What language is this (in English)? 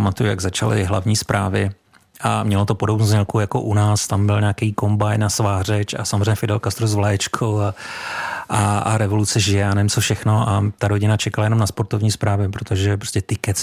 Czech